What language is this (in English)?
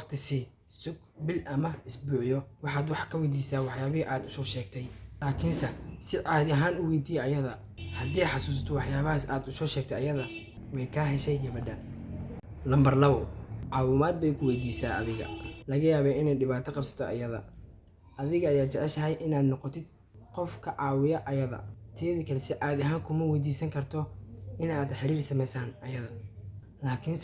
Somali